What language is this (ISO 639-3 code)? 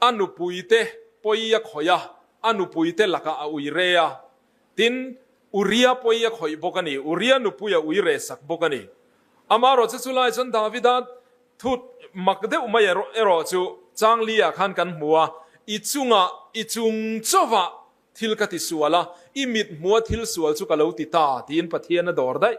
lus